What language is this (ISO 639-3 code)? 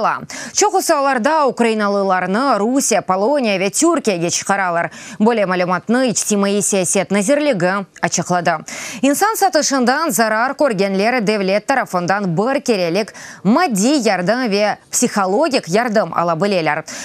crh